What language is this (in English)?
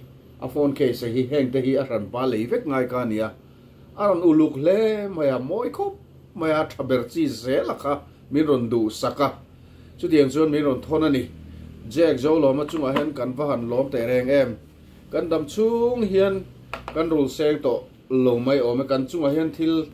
Mizo